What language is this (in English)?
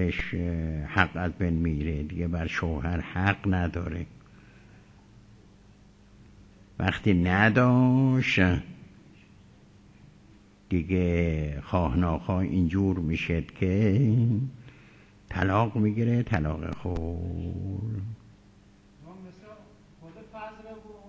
Persian